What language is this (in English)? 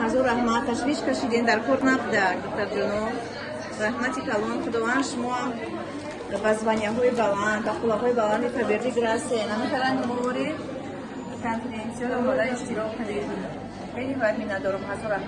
Tajik